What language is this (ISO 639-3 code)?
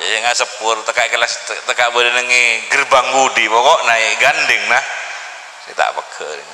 mad